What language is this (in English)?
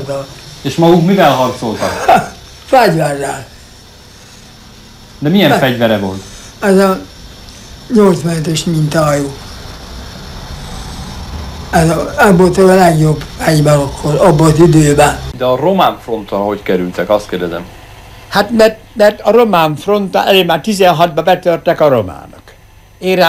Hungarian